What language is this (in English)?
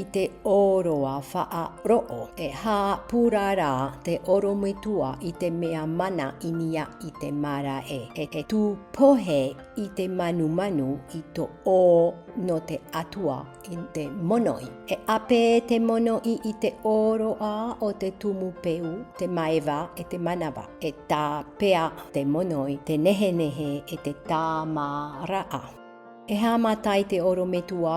Tahitian